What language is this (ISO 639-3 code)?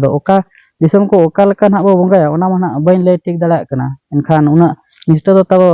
sat